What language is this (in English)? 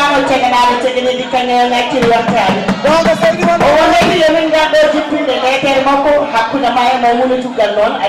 Fula